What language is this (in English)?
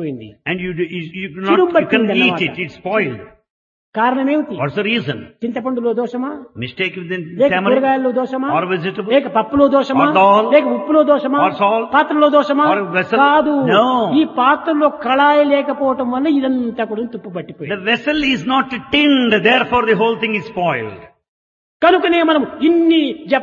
Telugu